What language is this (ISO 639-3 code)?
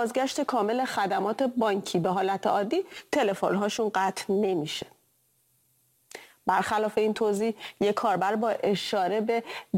fas